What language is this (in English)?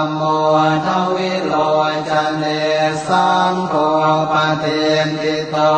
Pali